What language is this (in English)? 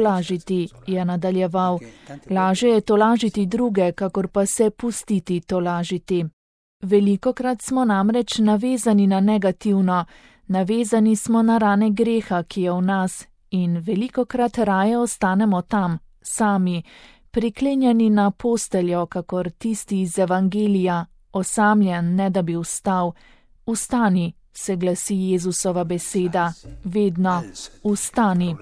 Slovenian